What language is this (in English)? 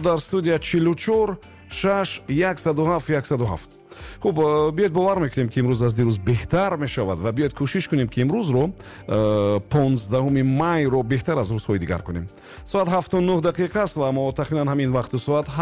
Tajik